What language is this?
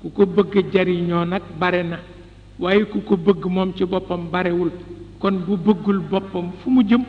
Wolof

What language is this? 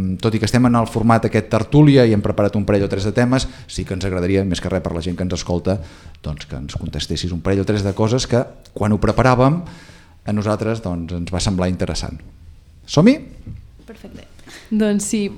Catalan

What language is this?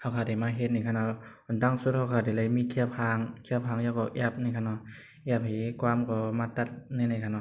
Shan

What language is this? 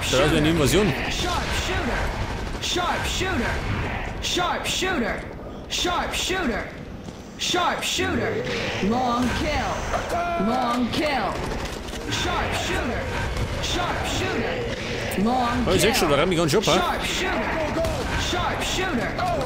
Bavarian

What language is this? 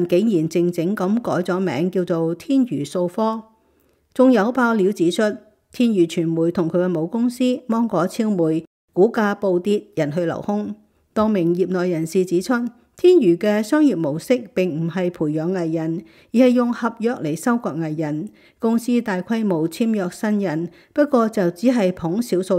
Cantonese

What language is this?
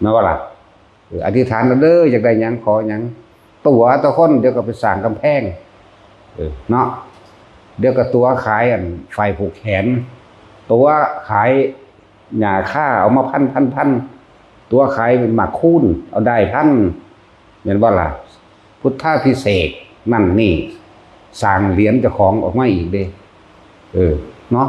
Northeastern Thai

